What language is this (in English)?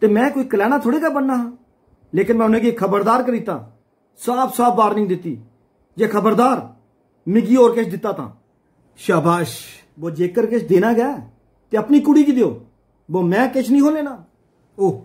Dogri